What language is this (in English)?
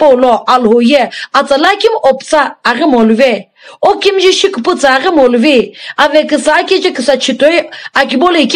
Sumi Naga